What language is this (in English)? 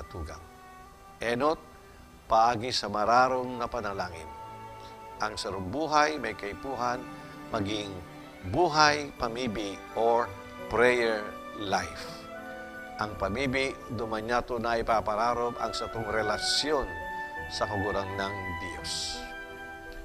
Bikol